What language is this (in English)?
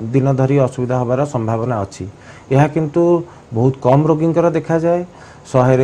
Odia